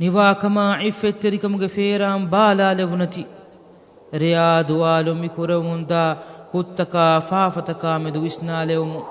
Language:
Divehi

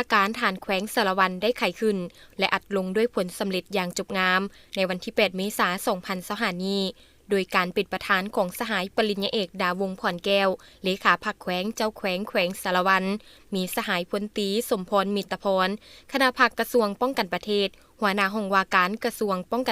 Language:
Lao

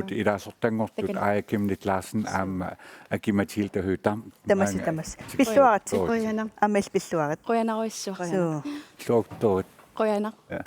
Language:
Kalaallisut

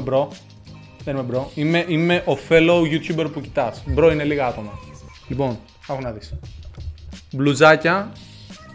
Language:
Greek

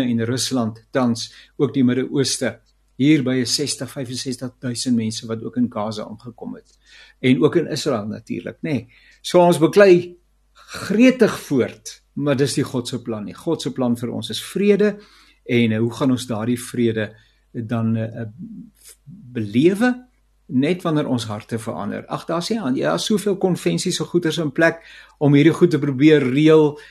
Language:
Afrikaans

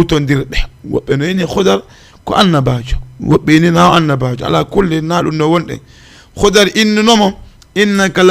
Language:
Fula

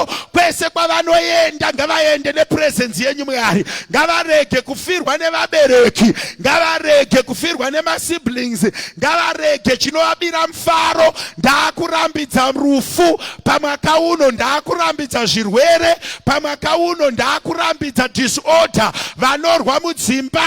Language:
Shona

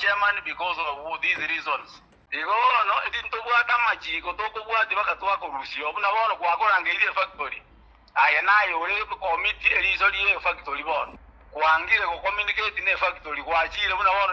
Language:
Gusii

